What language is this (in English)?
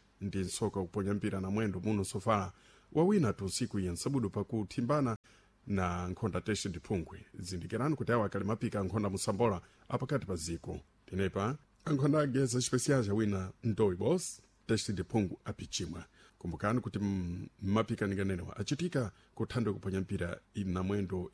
Sena